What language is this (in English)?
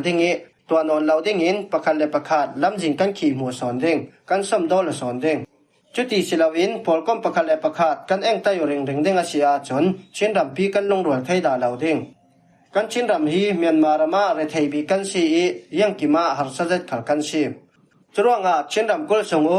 Falam Chin